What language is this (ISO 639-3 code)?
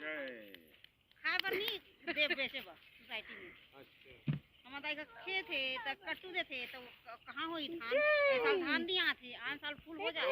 hne